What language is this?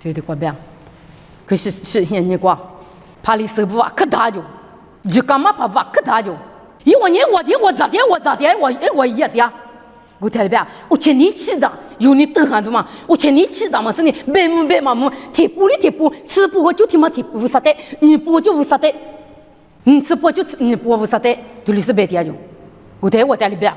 Lisu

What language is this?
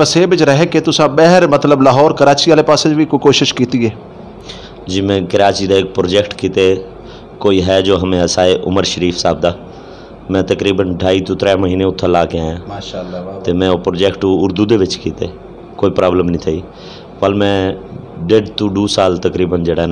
Western Panjabi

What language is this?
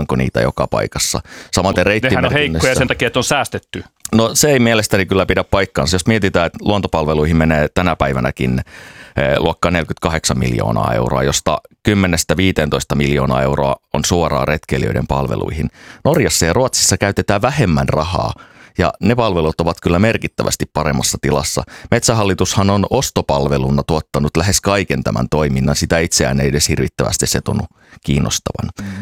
Finnish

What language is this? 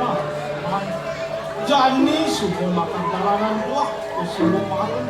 Balinese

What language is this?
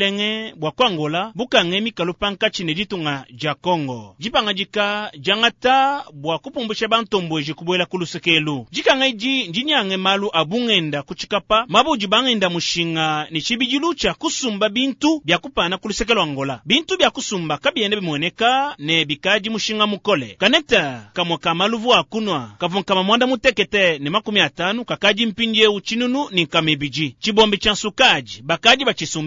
Luba-Lulua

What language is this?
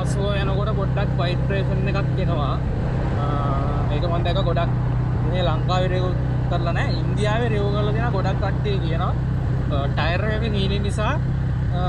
Sinhala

